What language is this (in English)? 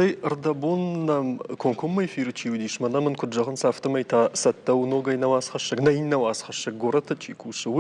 Ossetic